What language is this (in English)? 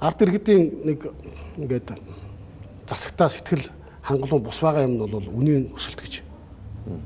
Mongolian